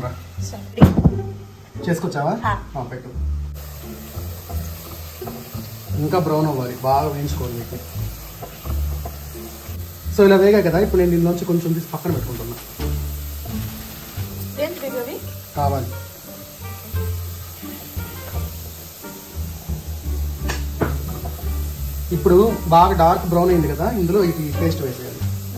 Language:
Telugu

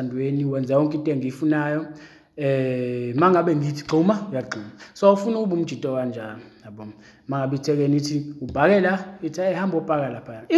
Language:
Zulu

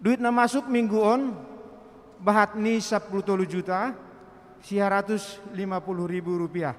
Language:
Batak Simalungun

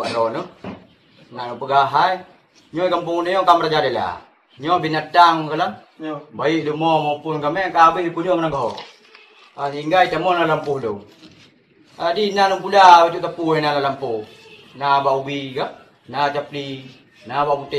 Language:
Achinese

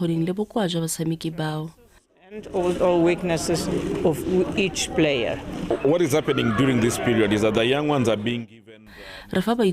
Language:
Tswana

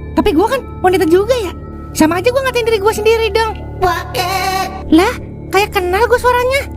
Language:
Betawi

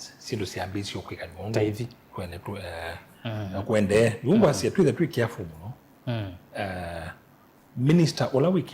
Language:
Kamba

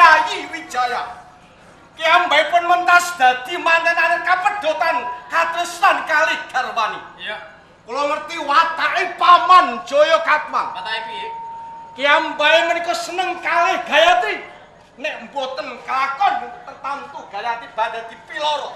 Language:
Javanese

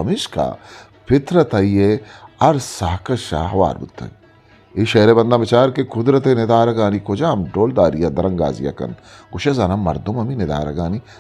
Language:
Eastern Balochi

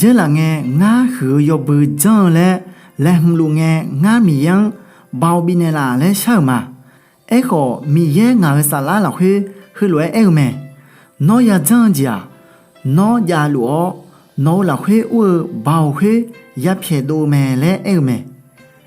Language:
Akha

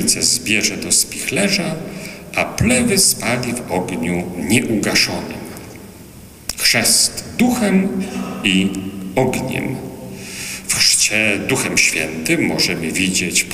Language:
Polish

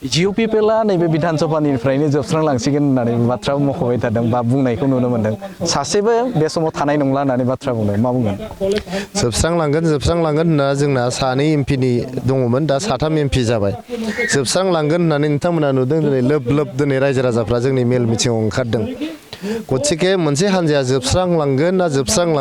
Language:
Bodo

